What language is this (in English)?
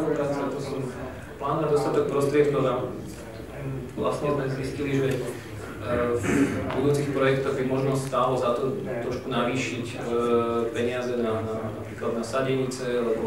Slovak